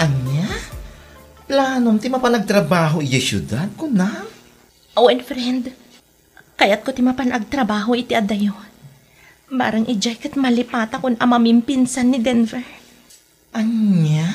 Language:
Iloko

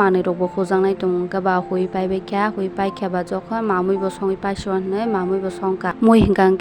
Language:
Kok Borok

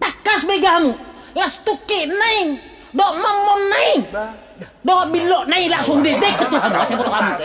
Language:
Batak Toba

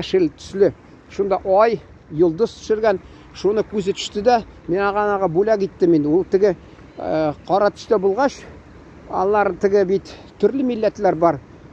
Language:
Tatar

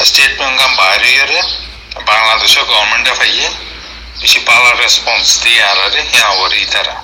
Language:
Rohingya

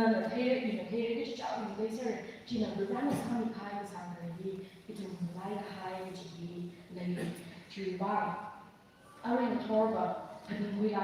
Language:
Tangkhul Naga (India)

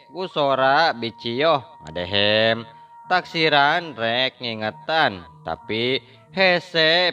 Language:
Sundanese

